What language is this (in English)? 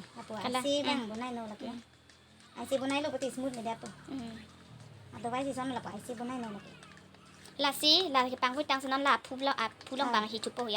Karbi